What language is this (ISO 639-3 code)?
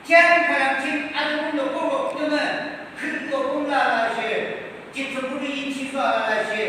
yim